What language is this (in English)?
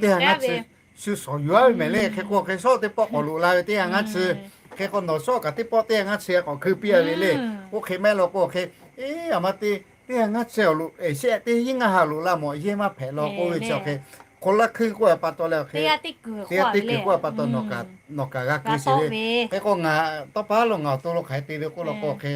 Lahu